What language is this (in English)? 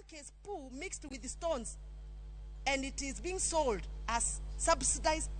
Luo (Kenya and Tanzania)